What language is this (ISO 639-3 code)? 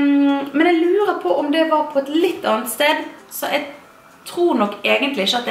nor